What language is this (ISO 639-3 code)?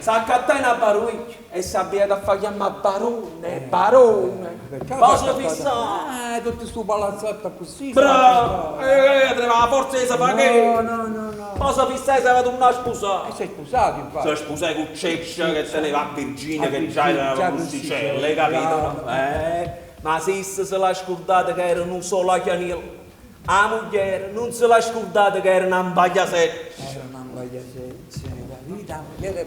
nap